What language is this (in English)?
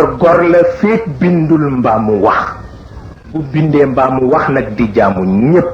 Wolof